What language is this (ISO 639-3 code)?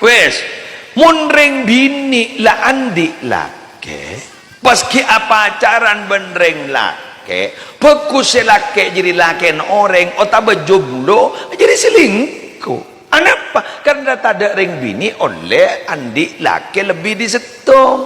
mad